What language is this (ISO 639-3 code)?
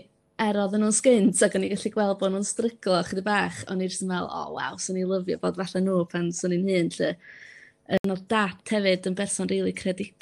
cym